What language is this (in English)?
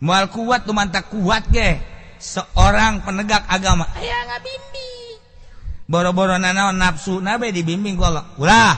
Sundanese